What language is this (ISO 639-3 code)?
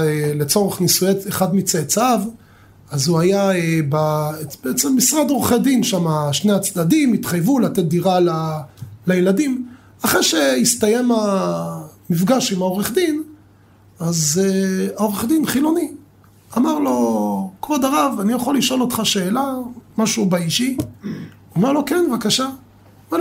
heb